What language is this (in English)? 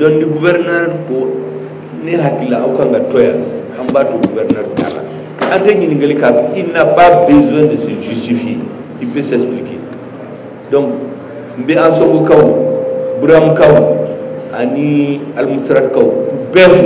Bambara